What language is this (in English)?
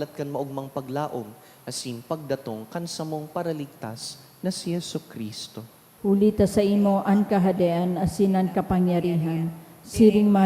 Bikol